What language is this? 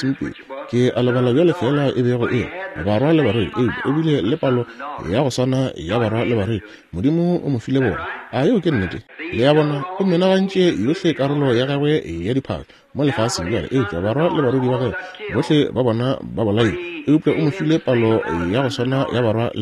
Northern Sotho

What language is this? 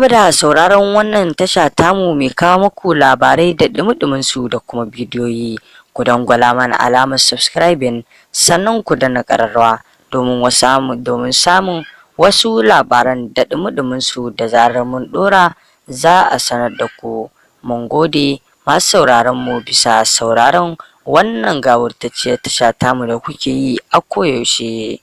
Hausa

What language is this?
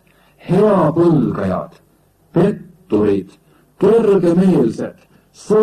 Estonian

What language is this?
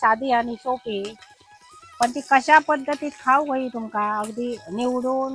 Konkani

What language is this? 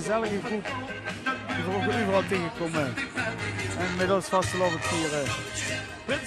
Limburgish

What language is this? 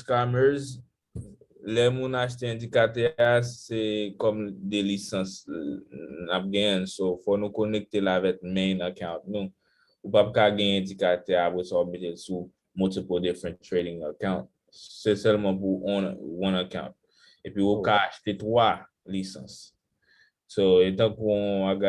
Haitian Creole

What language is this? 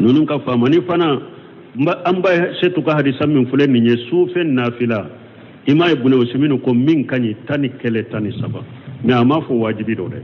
Bambara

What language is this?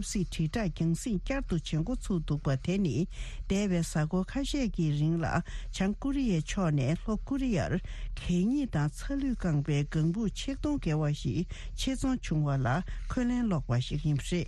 Tibetan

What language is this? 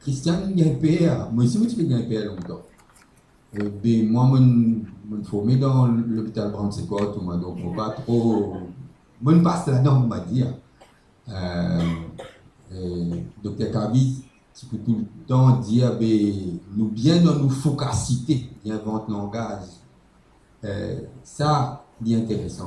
Morisyen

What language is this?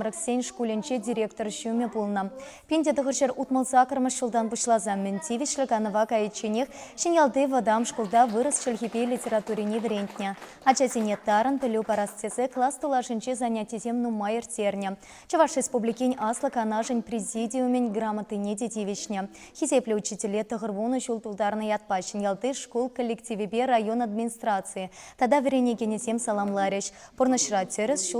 Chuvash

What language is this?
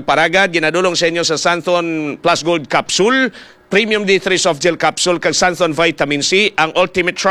Hiligaynon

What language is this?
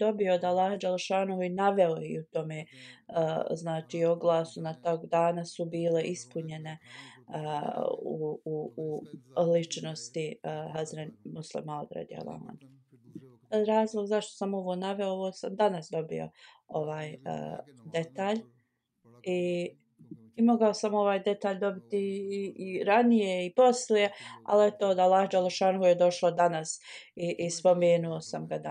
Bosnian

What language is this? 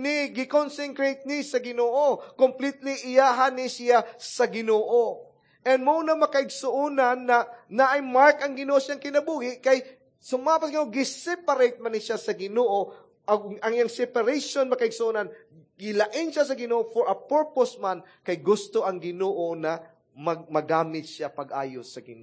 Cebuano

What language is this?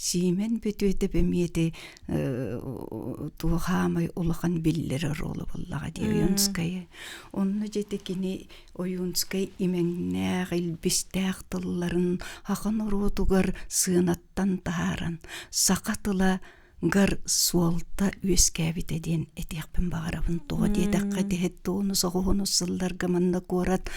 Yakut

